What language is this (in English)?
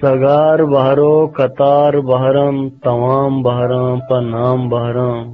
Eastern Balochi